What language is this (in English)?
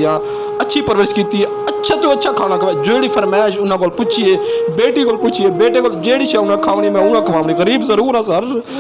Saraiki